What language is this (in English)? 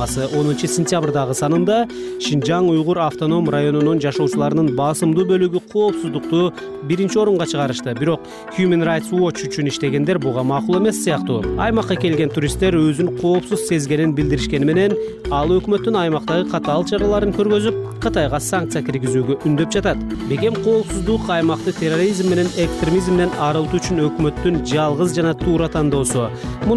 Kyrgyz